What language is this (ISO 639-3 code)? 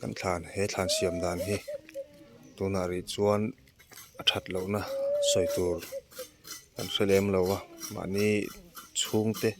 lus